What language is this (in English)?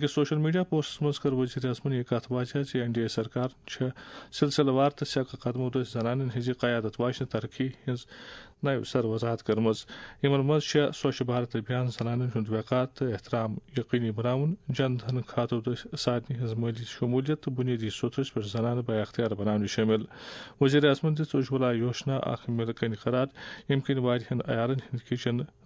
Kashmiri